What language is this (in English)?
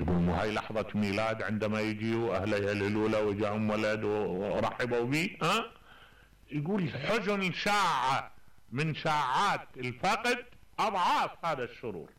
Mesopotamian Arabic